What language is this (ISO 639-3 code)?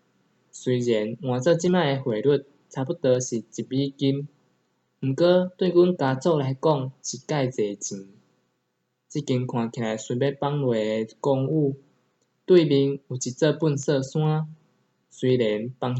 nan